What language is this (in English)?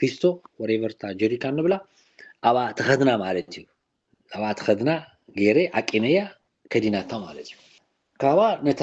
Tigrinya